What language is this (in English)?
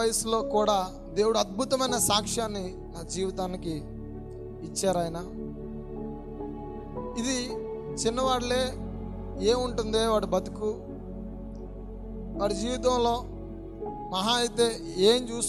Telugu